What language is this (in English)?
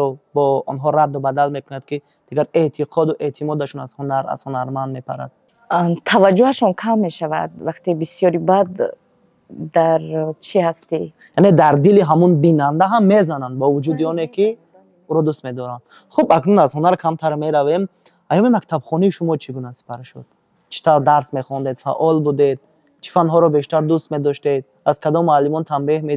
Tajik